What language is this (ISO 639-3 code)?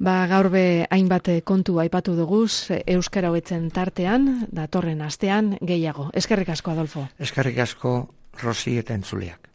eus